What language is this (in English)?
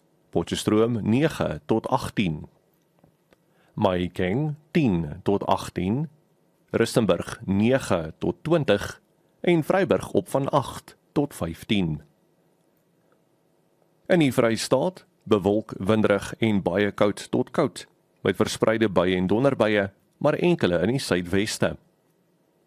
Afrikaans